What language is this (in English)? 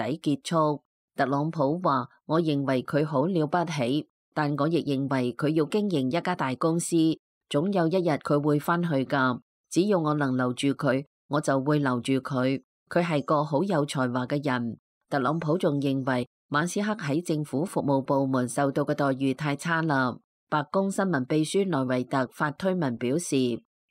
Cantonese